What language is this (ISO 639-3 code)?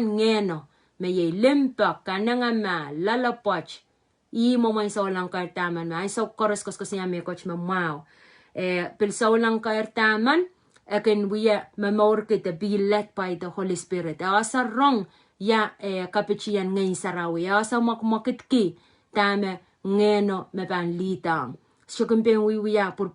pon